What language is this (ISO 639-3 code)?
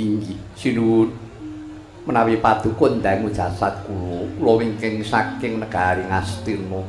jav